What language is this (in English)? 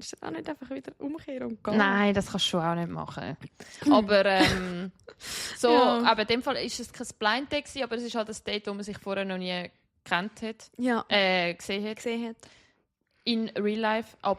Swiss German